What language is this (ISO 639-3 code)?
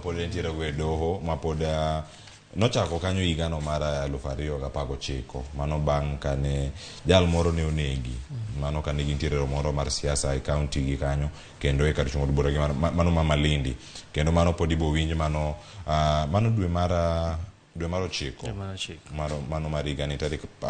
luo